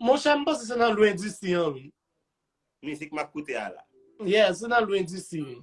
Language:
Haitian Creole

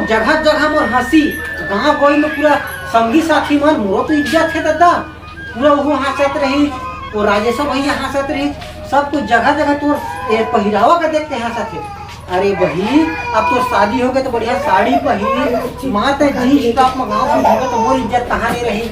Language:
Chhattisgarhi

